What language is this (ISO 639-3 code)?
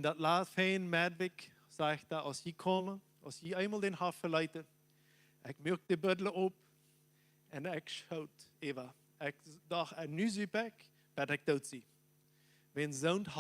pdt